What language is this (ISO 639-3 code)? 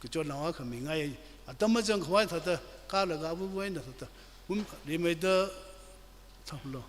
nmf